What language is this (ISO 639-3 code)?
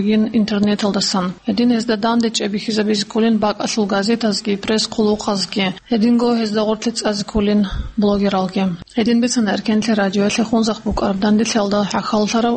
ava